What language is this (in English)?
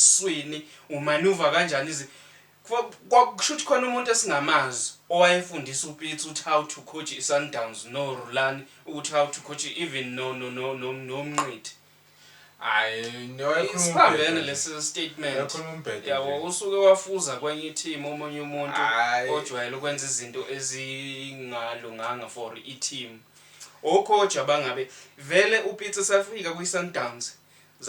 Zulu